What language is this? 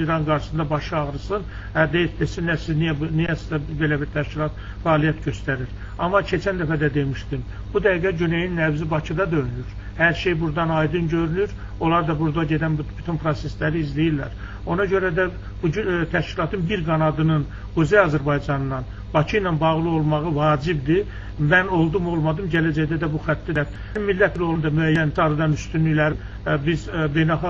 Azerbaijani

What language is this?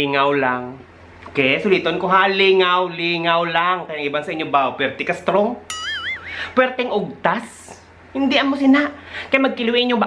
Hiligaynon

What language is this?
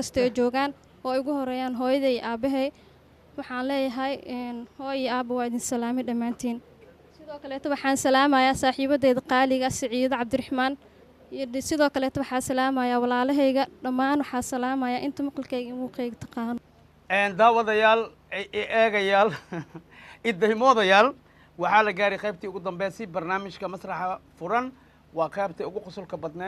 Somali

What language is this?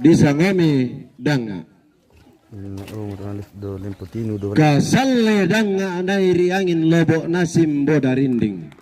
Toraja-Sa'dan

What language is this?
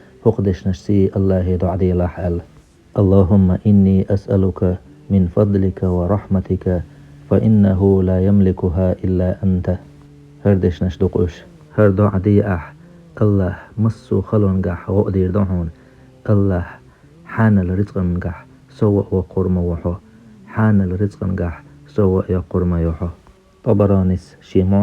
Chechen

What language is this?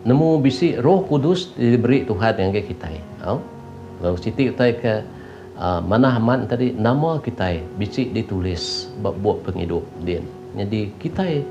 Iban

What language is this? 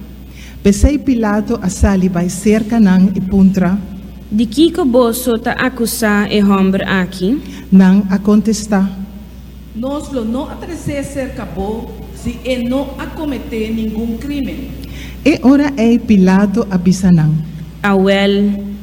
Papiamento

